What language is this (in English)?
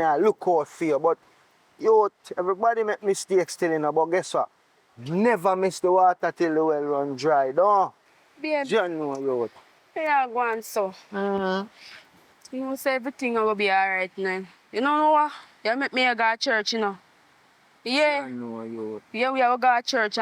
Jamaican Creole English